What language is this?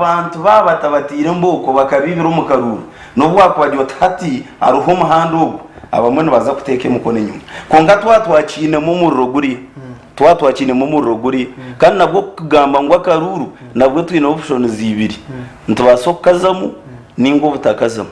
Nyankole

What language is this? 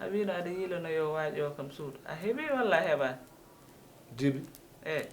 Fula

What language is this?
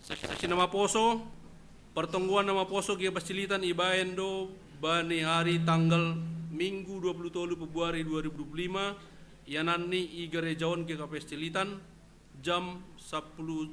Batak Simalungun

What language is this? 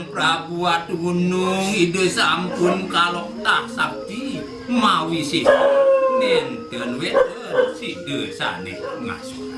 Balinese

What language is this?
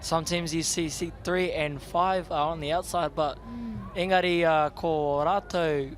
Māori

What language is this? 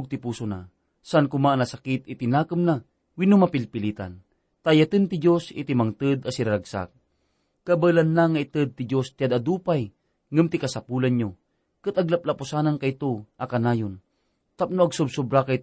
Iloko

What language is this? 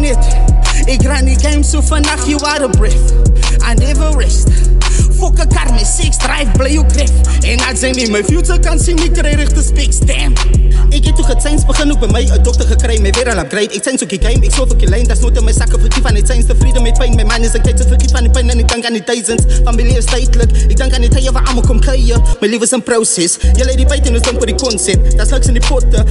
Afrikaans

